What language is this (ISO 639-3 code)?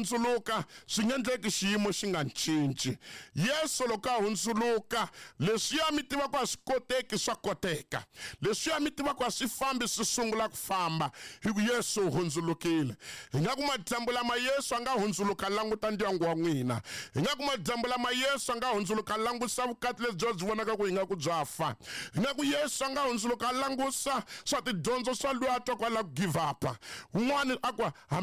tso